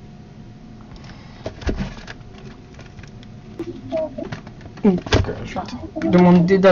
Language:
French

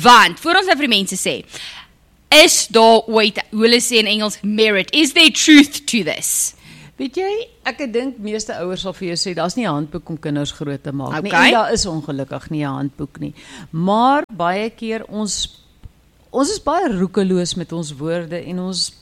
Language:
Afrikaans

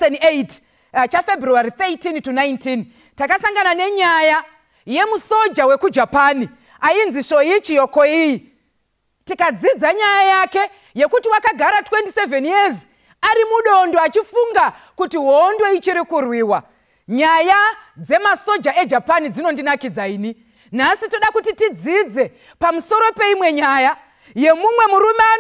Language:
Shona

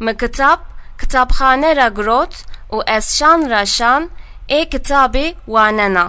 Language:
Zaza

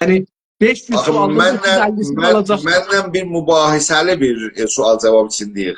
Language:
South Azerbaijani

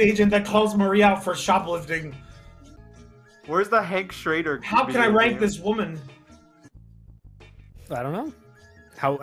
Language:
English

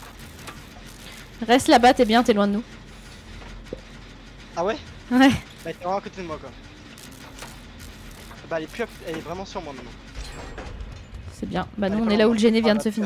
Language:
French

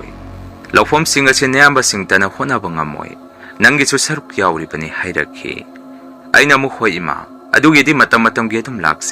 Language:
Manipuri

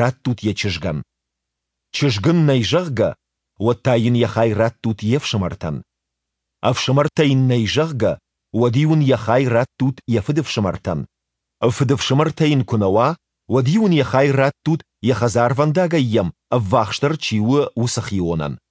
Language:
Ossetic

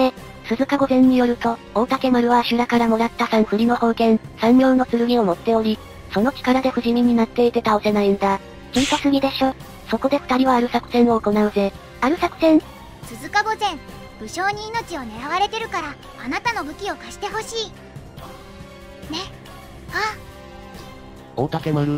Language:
Japanese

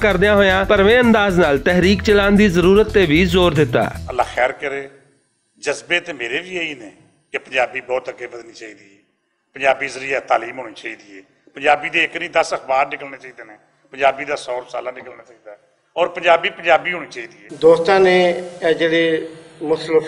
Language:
Western Panjabi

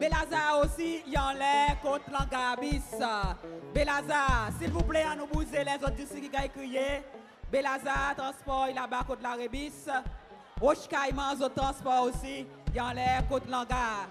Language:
Seselwa Creole French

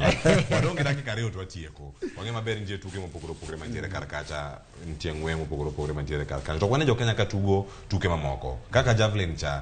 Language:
Luo (Kenya and Tanzania)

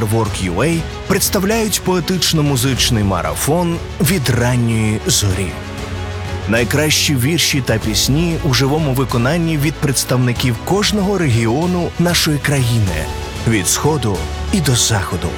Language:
Ukrainian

